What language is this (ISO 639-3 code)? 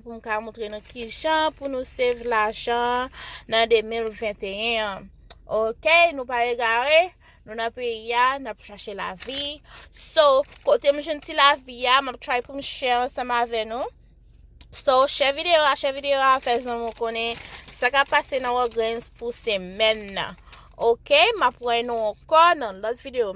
hat